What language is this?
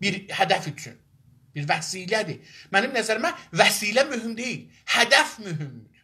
South Azerbaijani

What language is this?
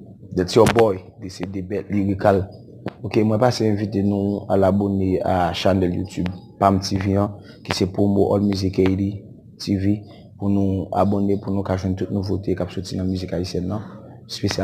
Haitian Creole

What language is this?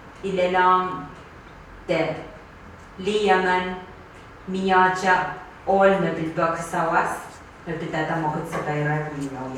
Pohnpeian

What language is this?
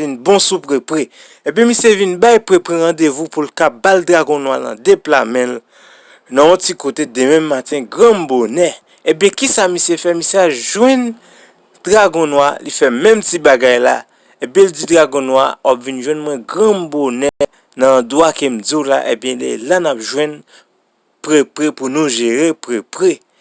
Haitian Creole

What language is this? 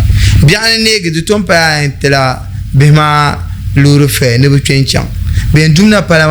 Dagbani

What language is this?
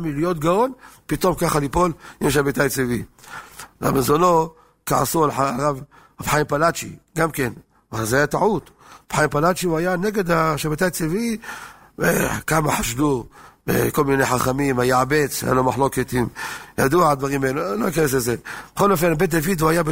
Hebrew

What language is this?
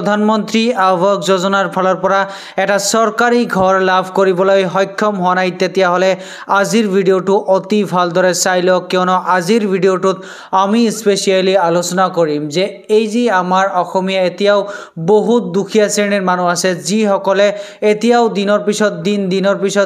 Assamese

